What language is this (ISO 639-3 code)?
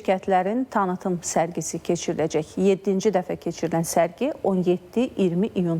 aze